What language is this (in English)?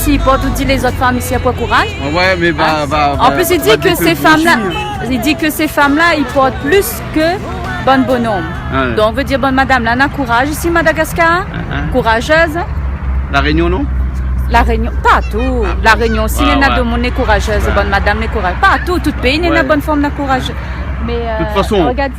Réunion Creole French